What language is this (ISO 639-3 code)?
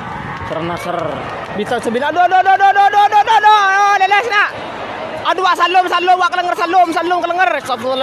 mad